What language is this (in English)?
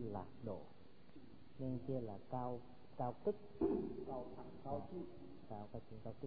Vietnamese